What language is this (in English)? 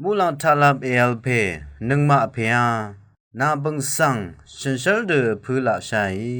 Rawang